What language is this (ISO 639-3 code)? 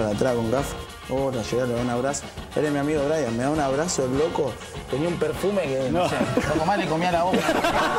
spa